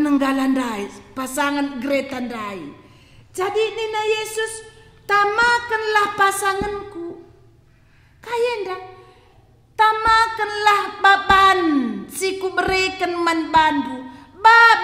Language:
Batak Karo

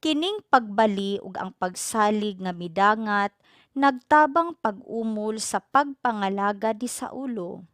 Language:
Cebuano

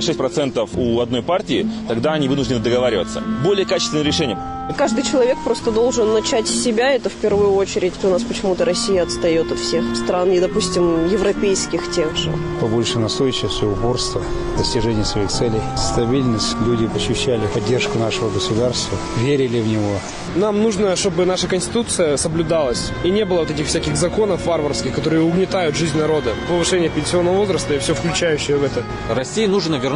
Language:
Russian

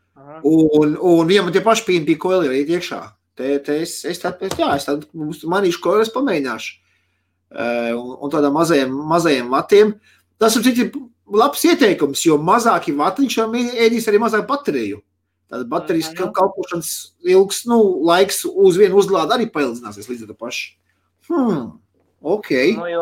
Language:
Latvian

